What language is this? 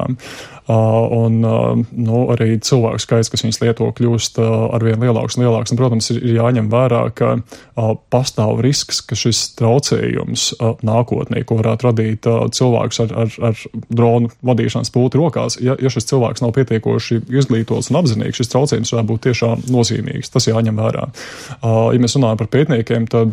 Latvian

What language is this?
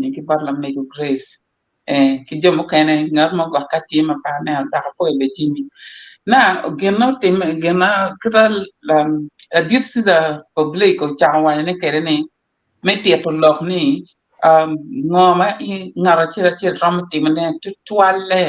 Acoli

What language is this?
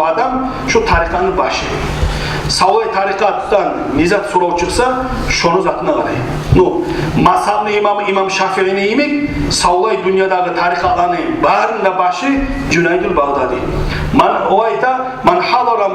Kumyk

